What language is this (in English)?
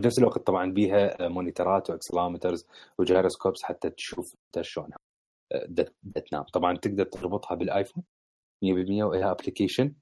Mesopotamian Arabic